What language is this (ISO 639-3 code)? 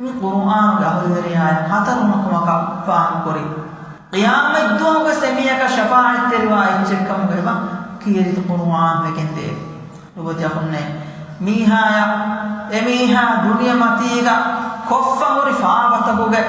div